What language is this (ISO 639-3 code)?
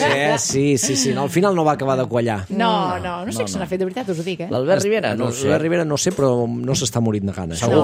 cat